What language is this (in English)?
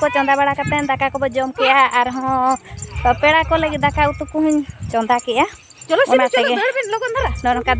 Santali